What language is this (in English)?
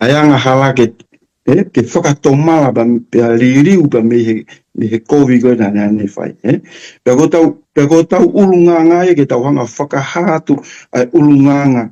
Tongan